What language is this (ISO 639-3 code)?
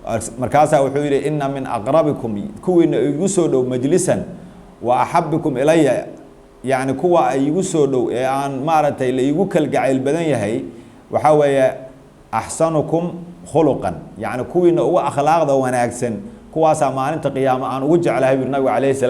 som